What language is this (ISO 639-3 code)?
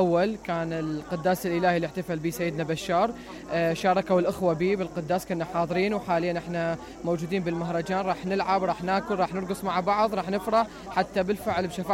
acm